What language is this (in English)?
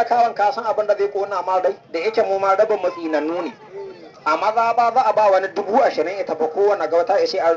Hausa